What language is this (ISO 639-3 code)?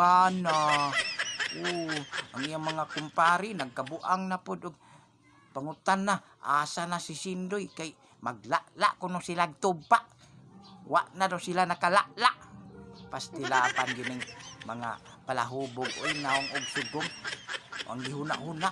ceb